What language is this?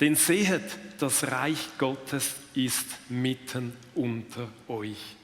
Swiss German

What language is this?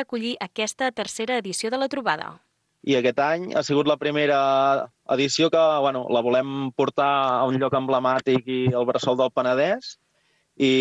Catalan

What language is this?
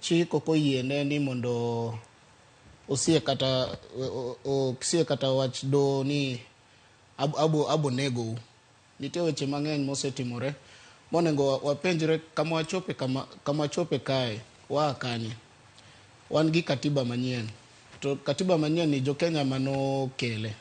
Luo (Kenya and Tanzania)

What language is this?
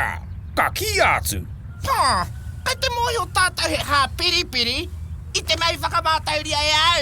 Māori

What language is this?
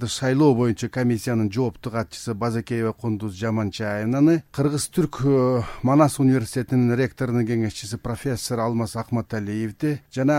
Kyrgyz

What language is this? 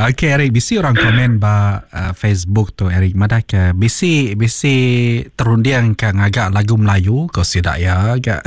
Iban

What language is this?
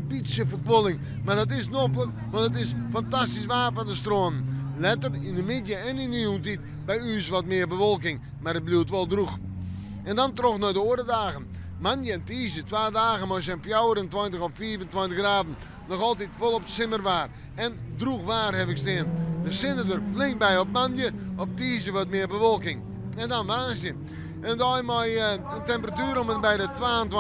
Western Frisian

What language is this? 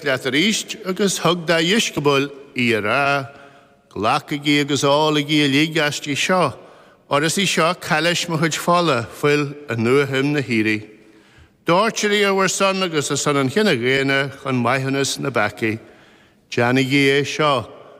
Irish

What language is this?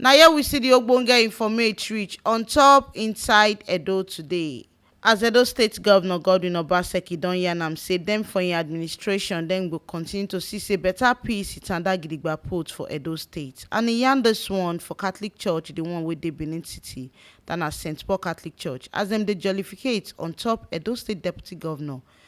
Nigerian Pidgin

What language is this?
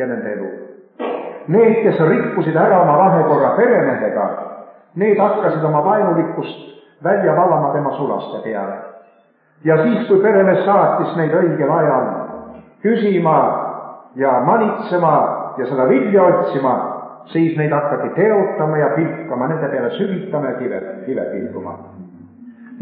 Estonian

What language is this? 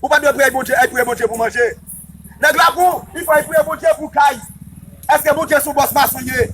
Haitian Creole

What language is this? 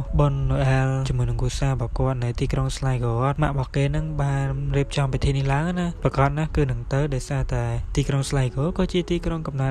Khmer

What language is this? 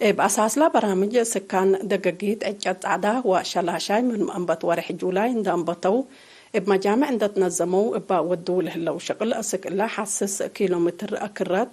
Tigre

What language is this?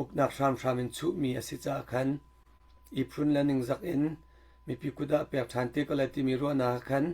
Hakha Chin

